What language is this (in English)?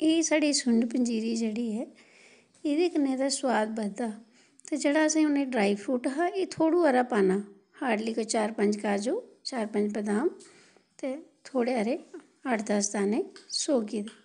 Dogri